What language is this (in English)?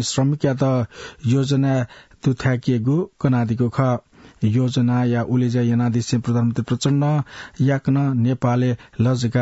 Newari